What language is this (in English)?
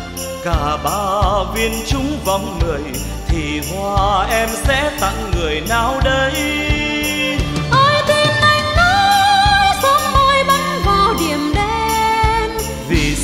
Vietnamese